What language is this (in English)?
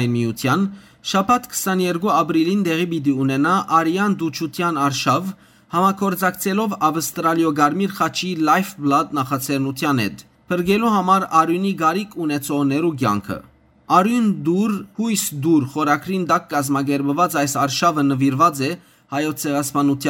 Western Armenian